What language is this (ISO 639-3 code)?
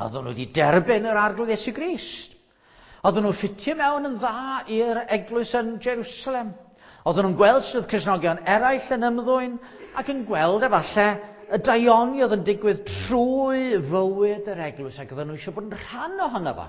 cym